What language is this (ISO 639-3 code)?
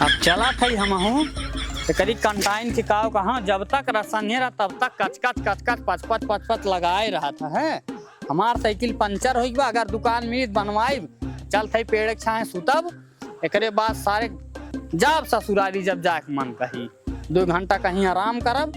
awa